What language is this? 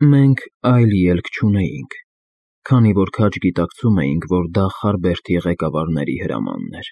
Armenian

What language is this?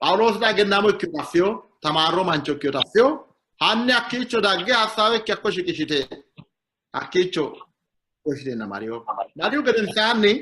Sidamo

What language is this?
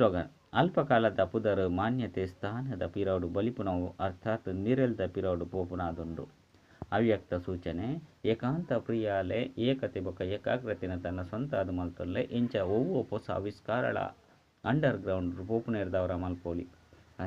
Tulu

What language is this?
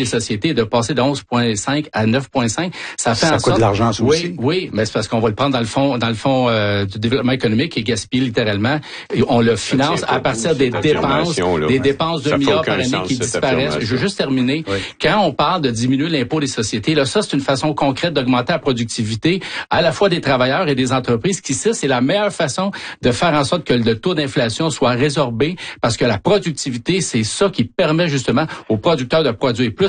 French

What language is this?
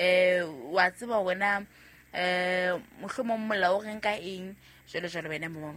Southern Sotho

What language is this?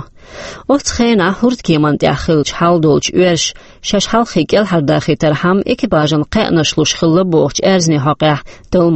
Chechen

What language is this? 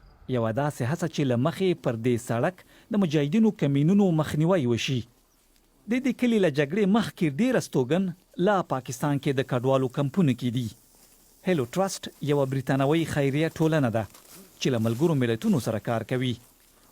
Pashto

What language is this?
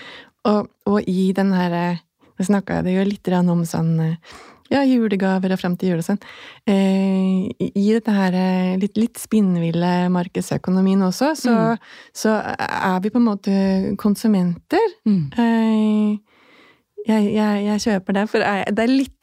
Norwegian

